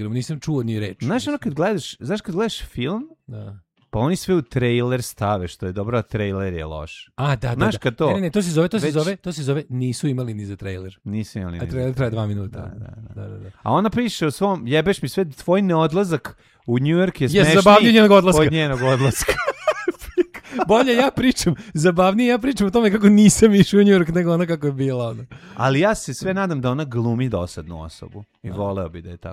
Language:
Serbian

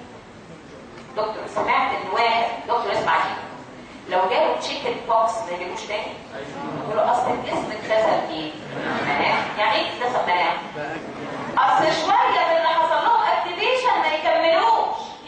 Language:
Egyptian Arabic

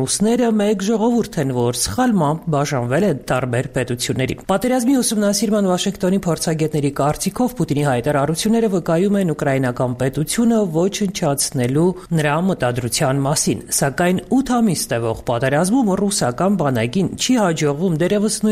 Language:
Armenian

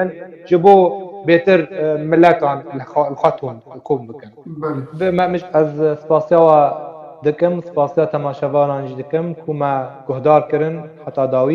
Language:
Kurdish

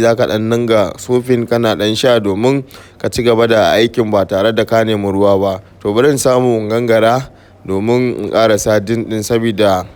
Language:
Hausa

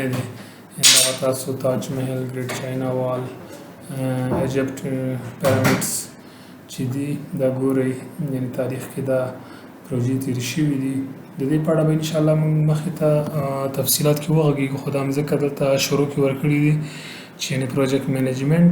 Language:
Pashto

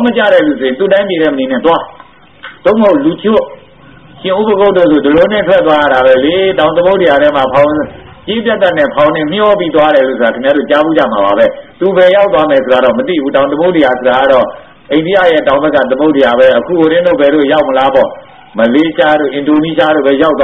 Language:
Burmese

